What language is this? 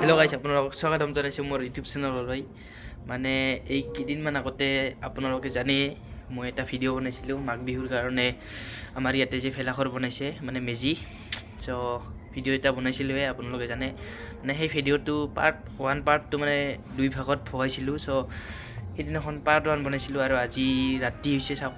Assamese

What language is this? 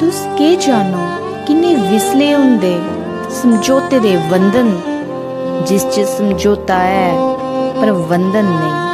Dogri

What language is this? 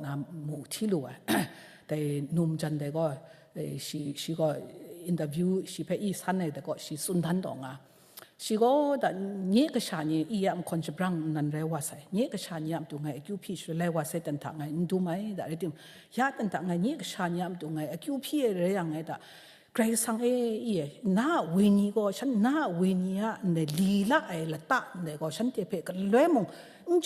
Kachin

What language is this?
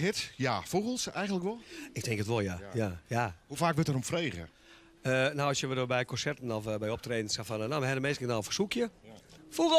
Western Frisian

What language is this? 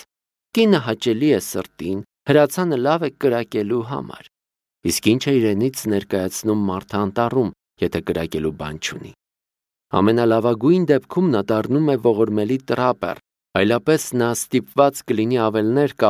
Armenian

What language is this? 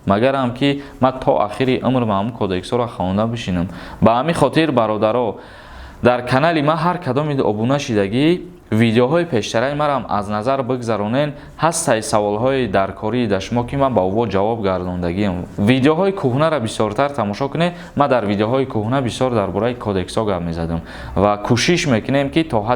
Tajik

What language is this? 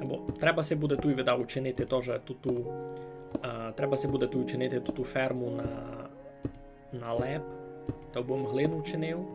Rusyn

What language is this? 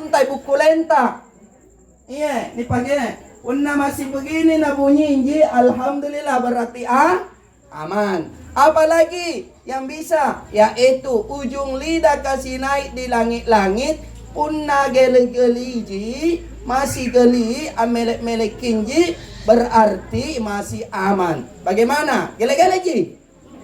Makasar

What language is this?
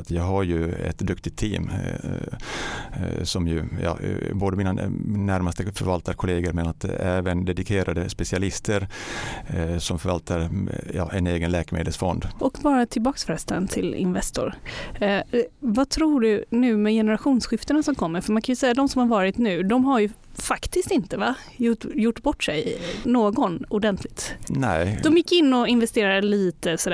Swedish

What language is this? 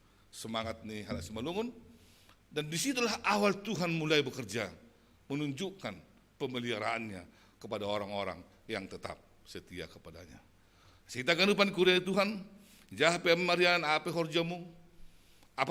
Batak Simalungun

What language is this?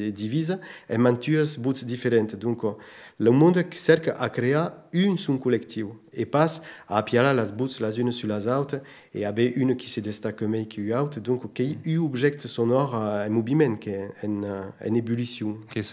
Occitan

